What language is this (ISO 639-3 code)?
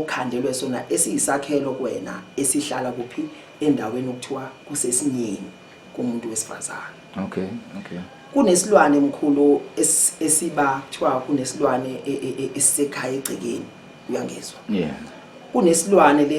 zul